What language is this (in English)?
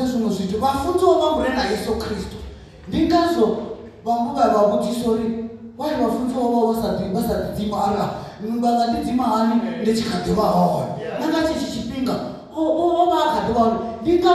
Venda